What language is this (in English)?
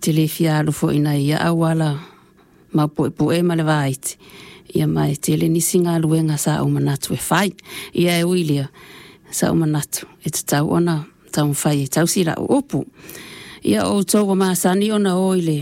Samoan